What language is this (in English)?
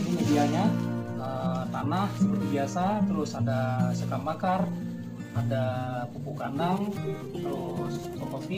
Indonesian